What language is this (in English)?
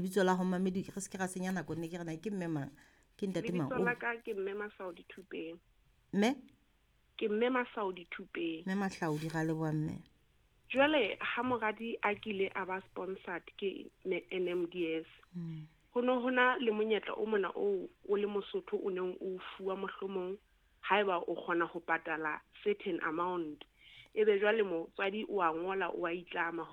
Southern Sotho